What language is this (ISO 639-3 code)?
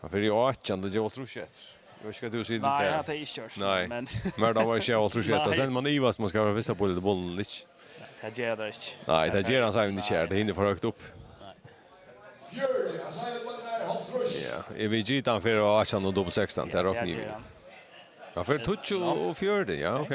fao